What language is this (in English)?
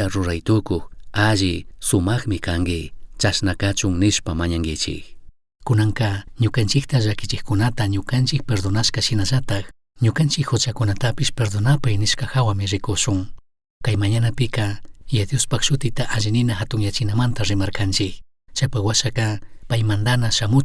Chimborazo Highland Quichua